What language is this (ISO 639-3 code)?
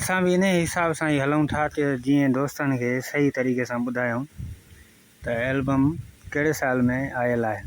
snd